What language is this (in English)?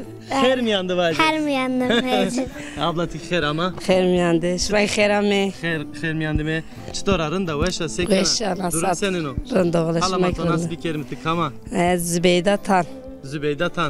Zaza